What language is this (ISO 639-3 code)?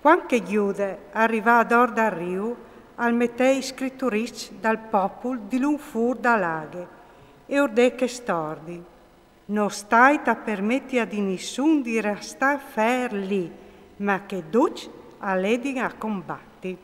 fur